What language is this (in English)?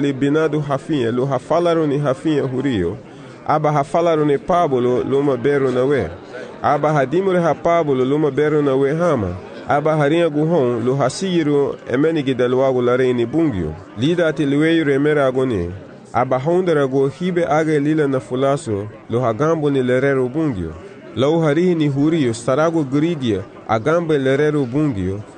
Garifuna